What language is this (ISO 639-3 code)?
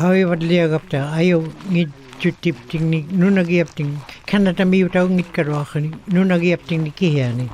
ikt